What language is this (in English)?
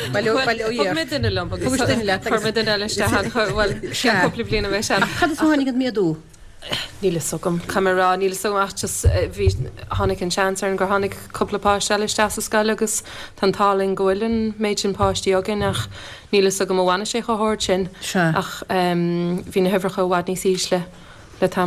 Irish